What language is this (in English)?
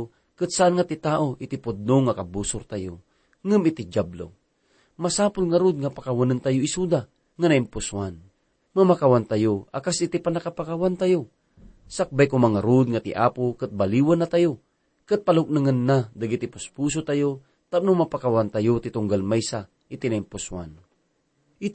Iloko